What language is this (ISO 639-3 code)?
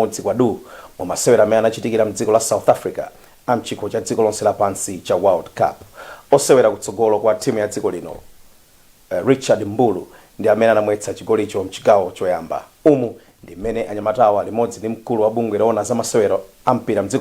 nya